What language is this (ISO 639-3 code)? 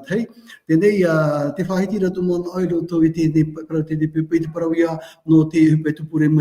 tah